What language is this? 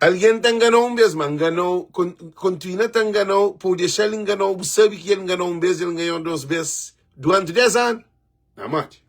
Kabuverdianu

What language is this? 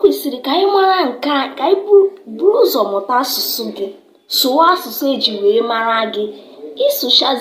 Igbo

